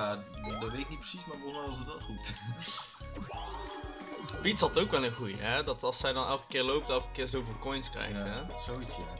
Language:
Dutch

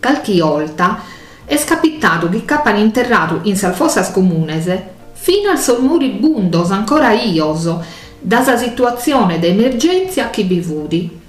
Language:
Sardinian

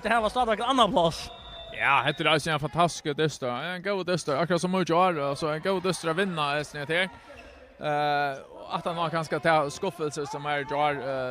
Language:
Faroese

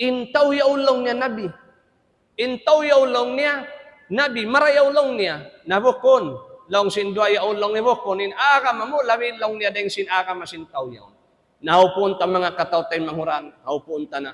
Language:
Tausug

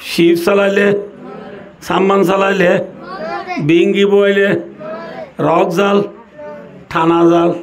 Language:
Rohingya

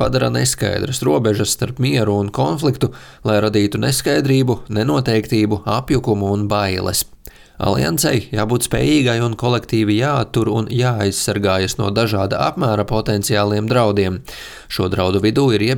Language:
Latvian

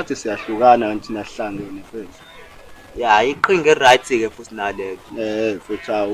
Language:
Zulu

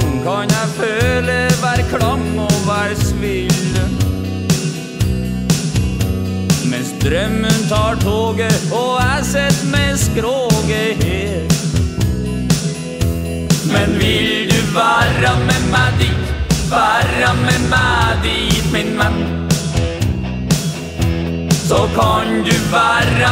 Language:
Norwegian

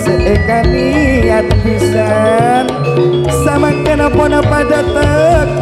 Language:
Madurese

